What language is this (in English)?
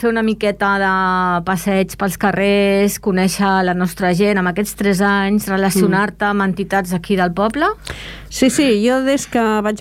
Catalan